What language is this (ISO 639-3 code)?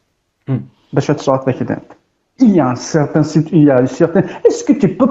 kab